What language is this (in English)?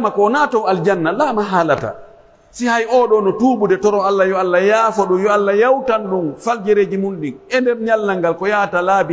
Pular